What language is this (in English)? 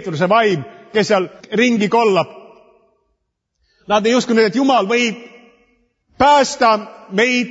Estonian